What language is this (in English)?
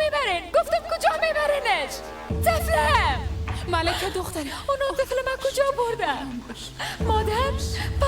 Persian